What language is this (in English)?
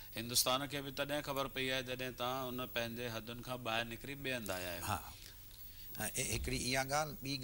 Sindhi